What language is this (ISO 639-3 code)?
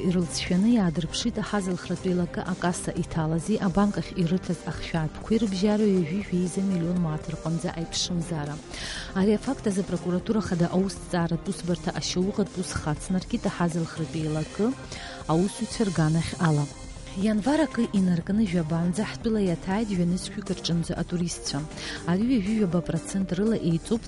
abk